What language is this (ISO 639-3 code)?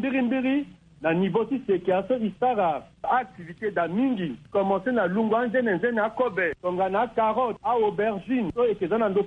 sag